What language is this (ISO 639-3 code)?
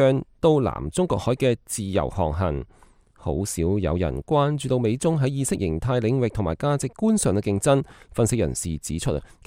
yue